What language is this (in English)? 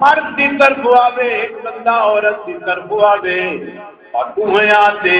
Saraiki